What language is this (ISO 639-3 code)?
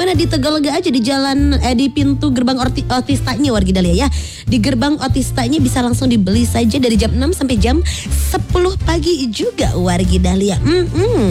ind